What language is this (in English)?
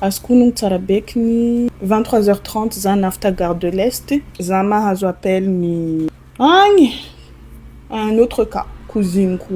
Malagasy